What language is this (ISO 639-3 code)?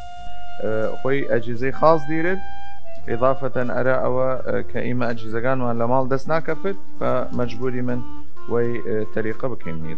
sdh